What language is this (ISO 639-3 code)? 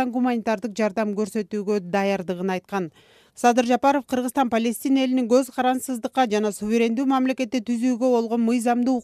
kir